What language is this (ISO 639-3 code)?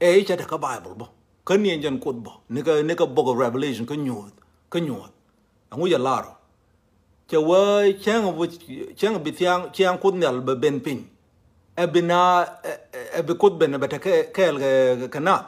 nus